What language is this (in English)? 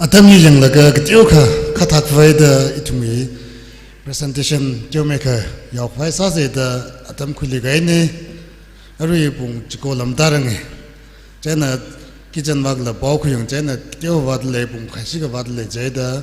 Tangkhul Naga (India)